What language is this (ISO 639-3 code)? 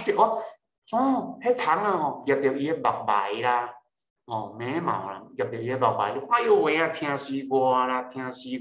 nan